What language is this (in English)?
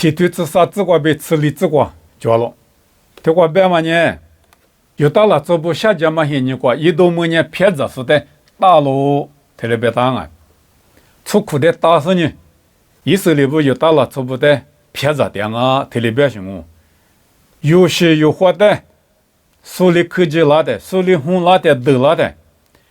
Lisu